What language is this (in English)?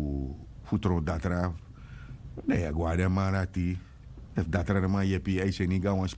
Sranan Tongo